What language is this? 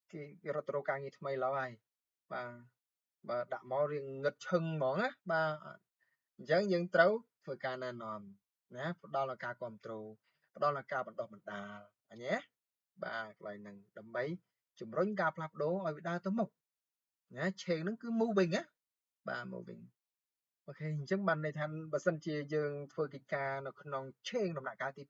Khmer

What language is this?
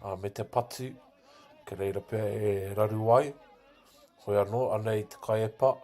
Māori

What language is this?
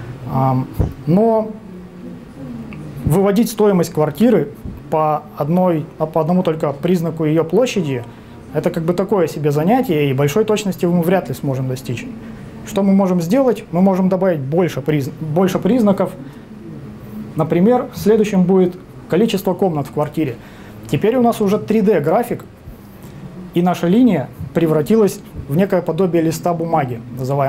Russian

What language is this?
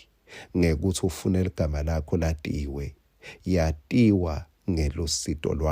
Swati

